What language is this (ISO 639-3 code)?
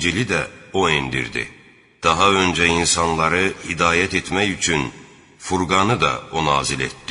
aze